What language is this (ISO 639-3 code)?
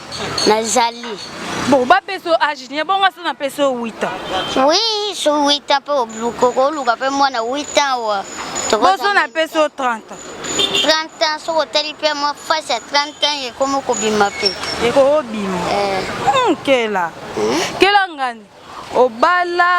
lin